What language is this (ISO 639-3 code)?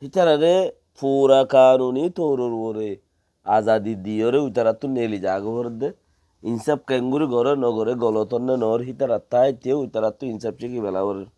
rhg